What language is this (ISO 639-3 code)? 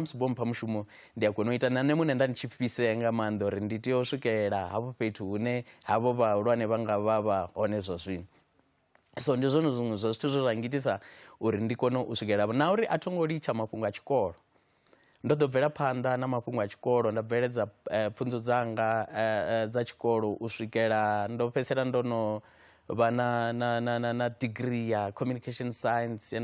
ven